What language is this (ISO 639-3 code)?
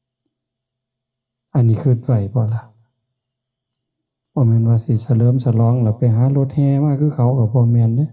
tts